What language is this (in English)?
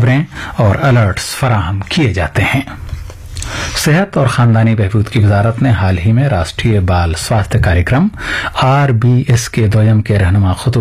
Urdu